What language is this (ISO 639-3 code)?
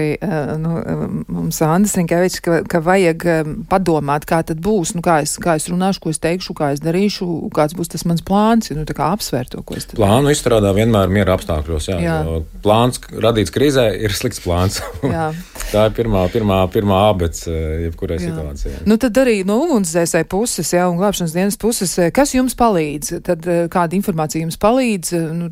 lav